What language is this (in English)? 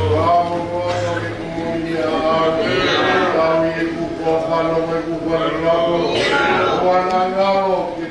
Tongan